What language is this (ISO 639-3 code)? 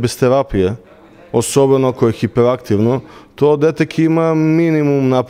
mkd